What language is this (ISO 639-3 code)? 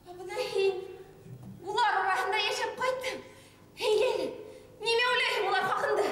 bak